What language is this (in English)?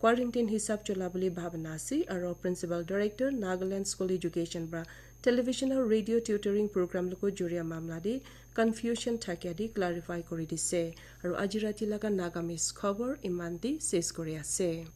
Naga Pidgin